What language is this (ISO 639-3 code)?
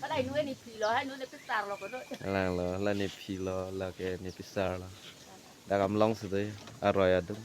mjw